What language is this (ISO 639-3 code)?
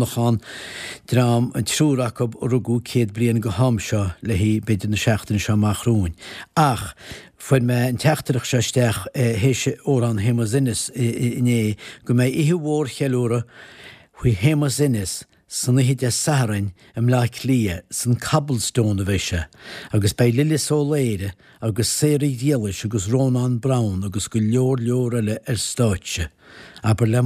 gle